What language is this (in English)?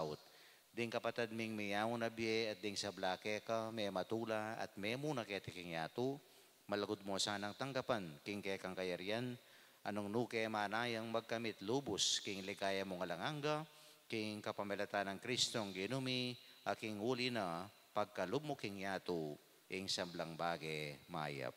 Pampanga